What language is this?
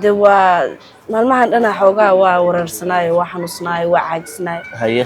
Somali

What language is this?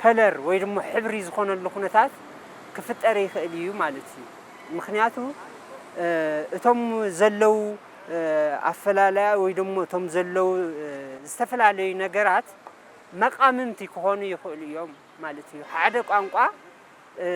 Tigrinya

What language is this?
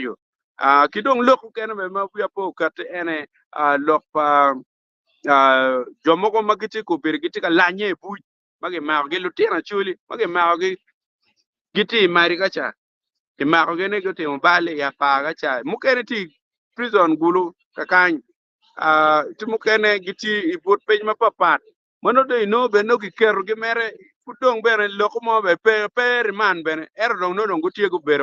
Acoli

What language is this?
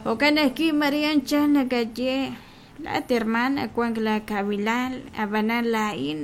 Kekchí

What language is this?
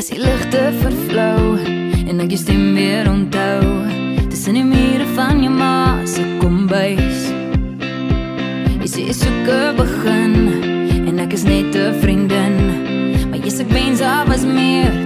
Afrikaans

